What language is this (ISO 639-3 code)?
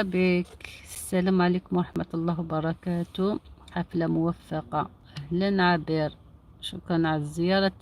arq